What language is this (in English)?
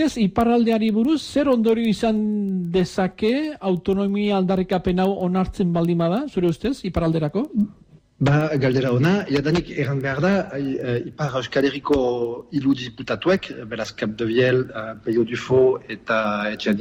Basque